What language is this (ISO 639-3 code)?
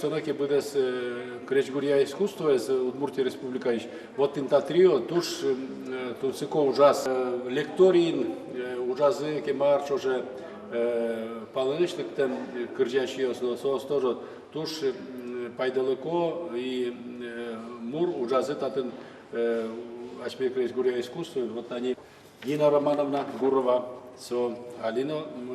udm